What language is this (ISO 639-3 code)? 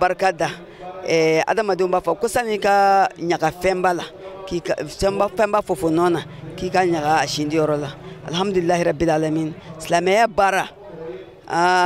bam